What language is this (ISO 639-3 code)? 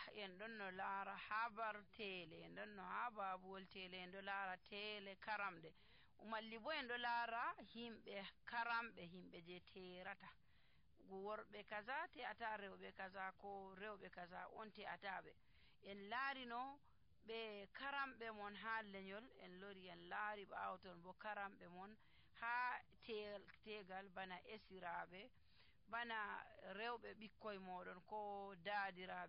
fuv